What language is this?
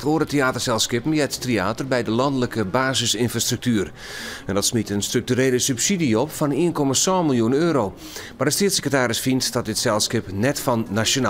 Western Frisian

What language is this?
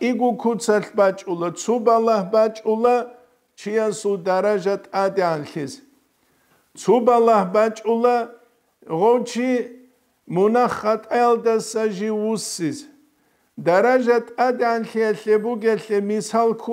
Avaric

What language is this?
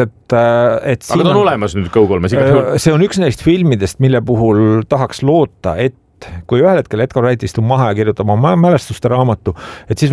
Estonian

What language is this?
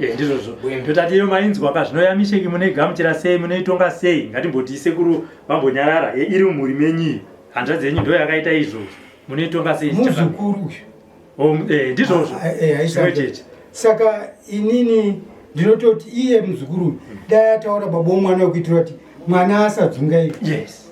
Shona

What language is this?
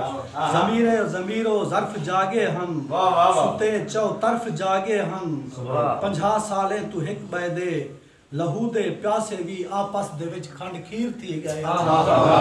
Saraiki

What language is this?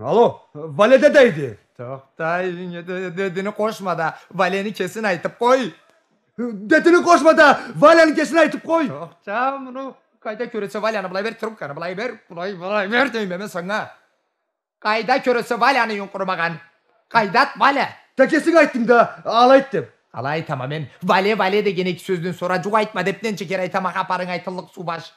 Karachay-Balkar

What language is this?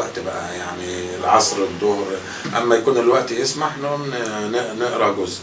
Egyptian Arabic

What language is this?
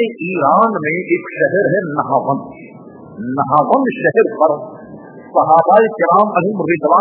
Urdu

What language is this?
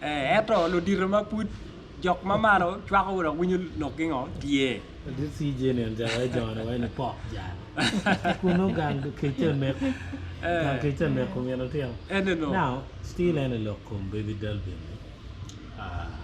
Acoli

